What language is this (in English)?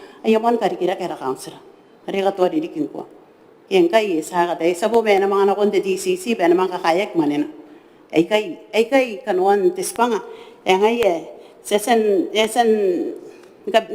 Gilbertese